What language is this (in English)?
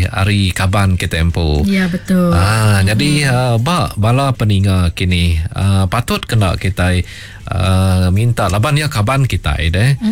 Iban